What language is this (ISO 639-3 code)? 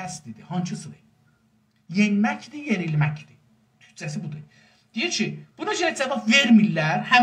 azb